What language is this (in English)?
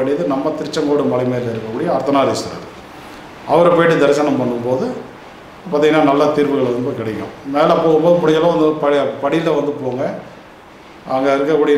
Tamil